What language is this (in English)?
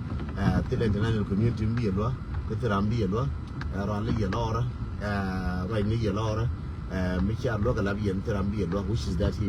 Nuer